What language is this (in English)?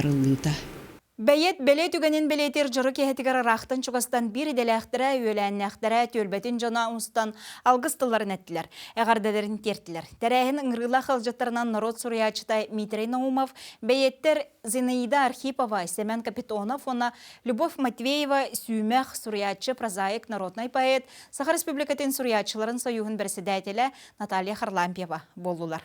Yakut